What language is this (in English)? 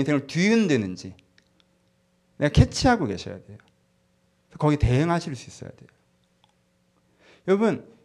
Korean